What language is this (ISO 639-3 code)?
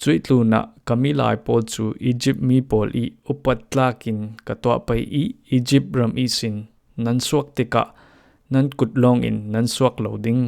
cfm